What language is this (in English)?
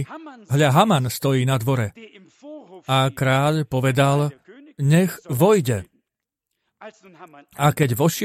Slovak